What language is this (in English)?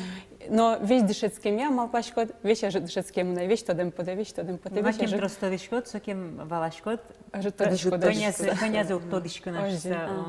Udmurt